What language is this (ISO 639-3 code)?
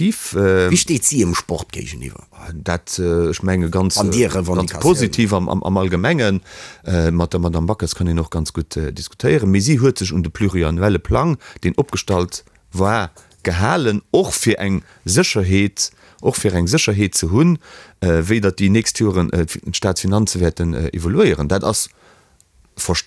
ltz